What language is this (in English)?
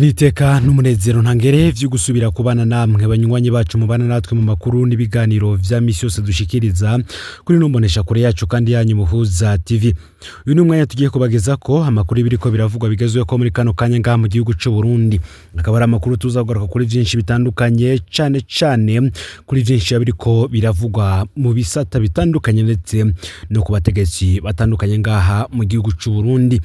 Rundi